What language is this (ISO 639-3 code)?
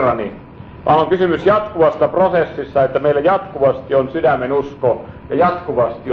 fin